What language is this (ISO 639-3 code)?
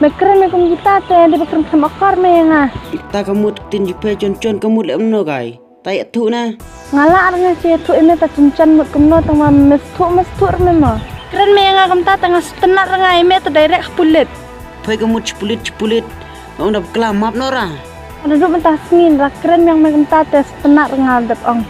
kha